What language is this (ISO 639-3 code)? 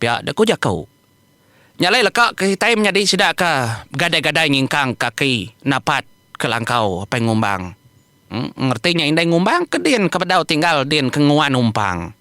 iba